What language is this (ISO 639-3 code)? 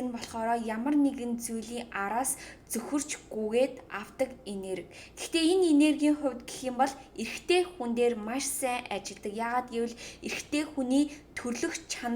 mon